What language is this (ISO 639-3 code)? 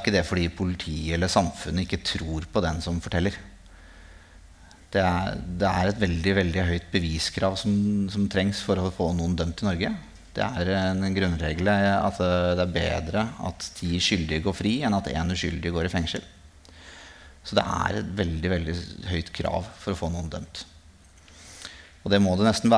nor